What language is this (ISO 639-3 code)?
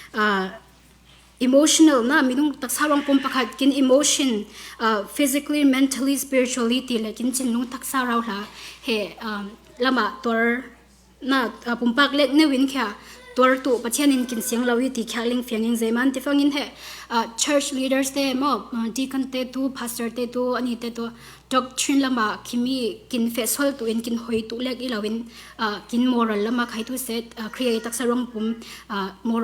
cfm